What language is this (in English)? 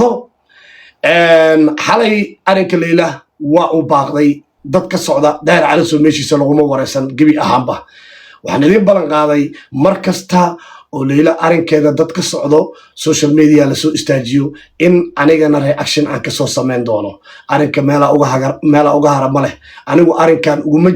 Somali